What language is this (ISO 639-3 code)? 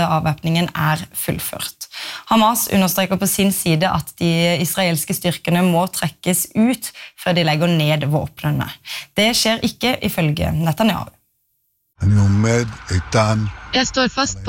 nor